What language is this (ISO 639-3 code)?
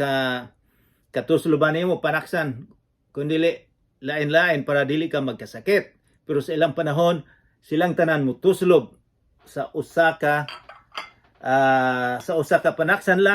ceb